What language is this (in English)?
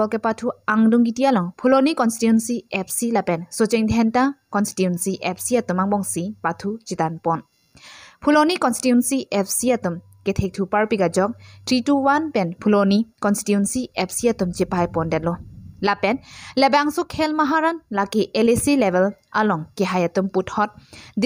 Karbi